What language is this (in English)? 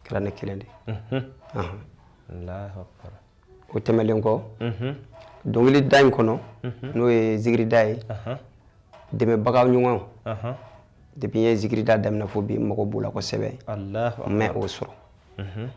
Bambara